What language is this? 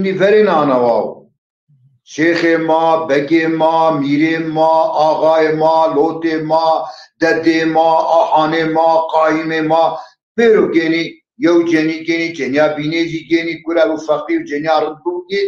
Zaza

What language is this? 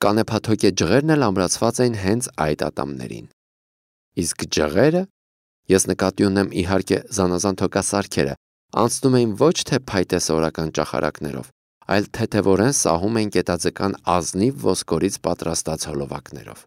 Armenian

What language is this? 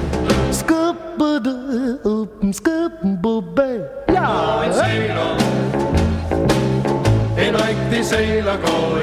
Danish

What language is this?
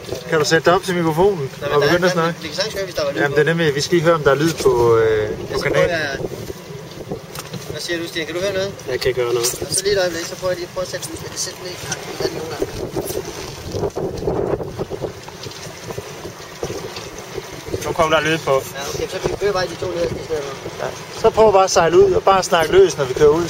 Danish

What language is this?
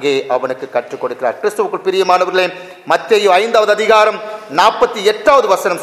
Tamil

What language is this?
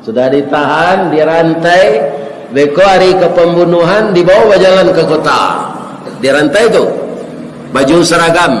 Minangkabau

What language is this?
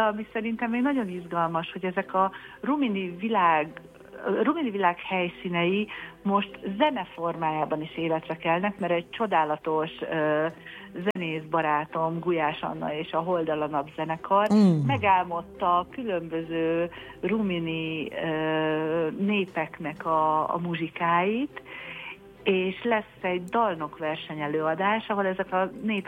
Hungarian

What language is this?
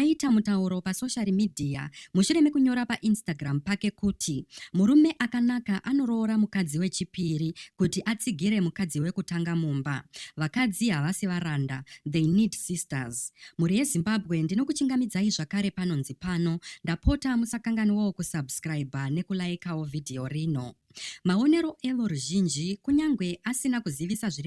Shona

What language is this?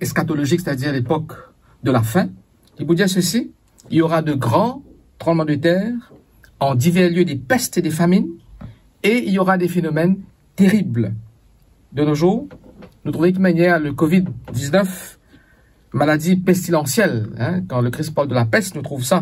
Morisyen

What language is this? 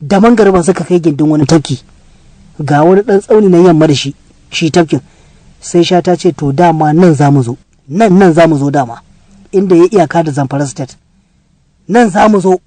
Hausa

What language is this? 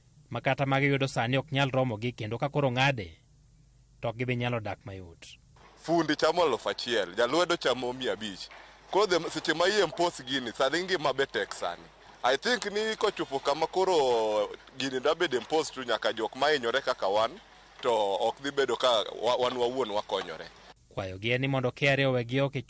Luo (Kenya and Tanzania)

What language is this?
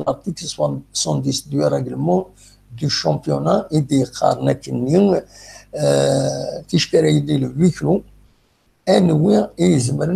Kabyle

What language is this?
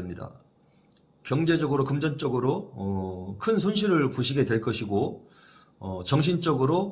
Korean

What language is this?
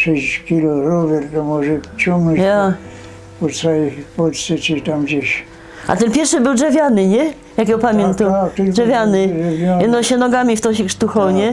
Silesian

